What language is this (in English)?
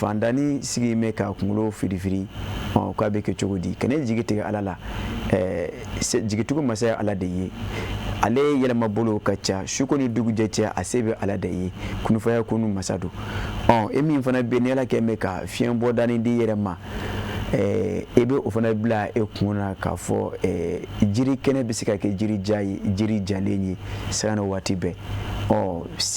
Bambara